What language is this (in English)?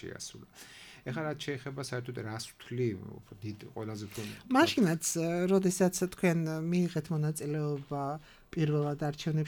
Georgian